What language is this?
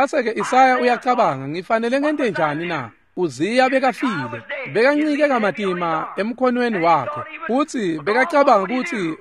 Swati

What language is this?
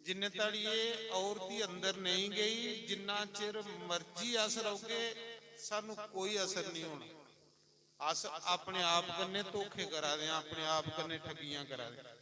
Dogri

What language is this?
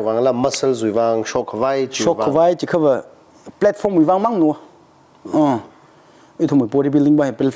Tangkhul Naga (India)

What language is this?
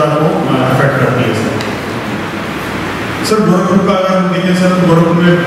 Hindi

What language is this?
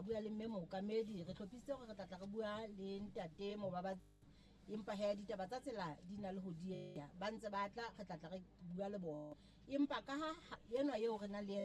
Southern Sotho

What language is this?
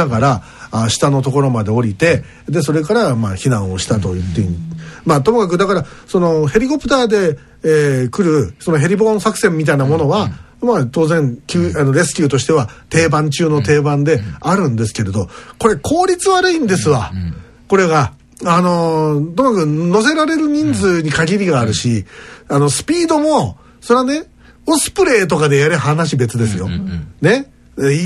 Japanese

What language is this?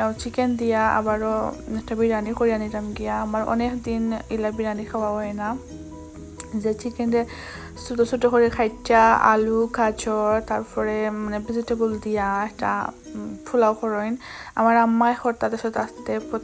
Sylheti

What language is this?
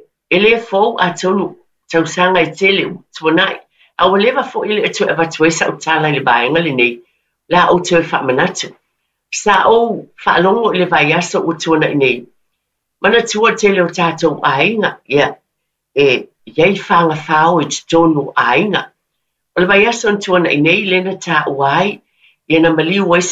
Samoan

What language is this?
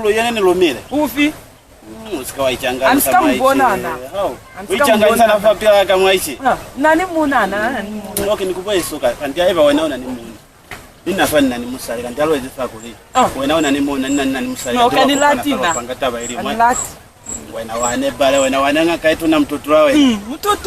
Lozi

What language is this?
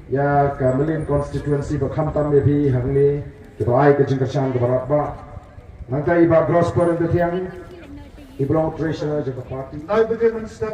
Khasi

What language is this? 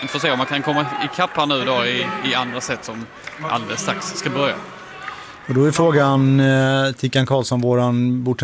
Swedish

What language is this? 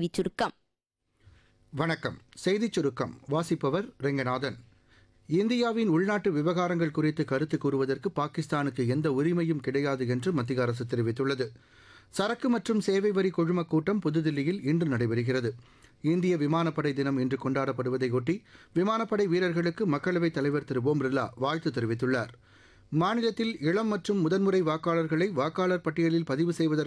Tamil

